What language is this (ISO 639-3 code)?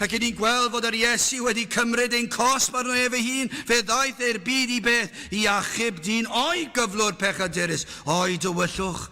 cym